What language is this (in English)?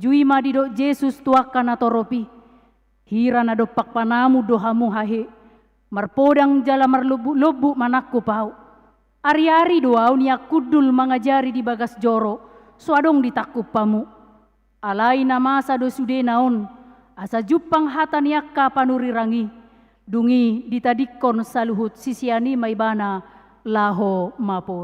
Batak Toba